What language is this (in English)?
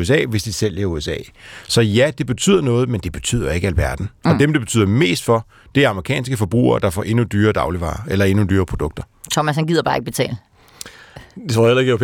Danish